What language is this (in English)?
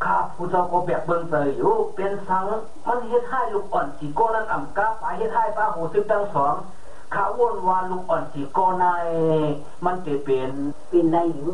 Shan